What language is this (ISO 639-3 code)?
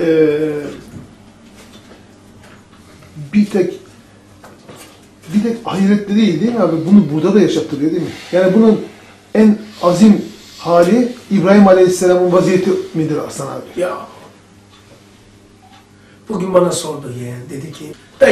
tur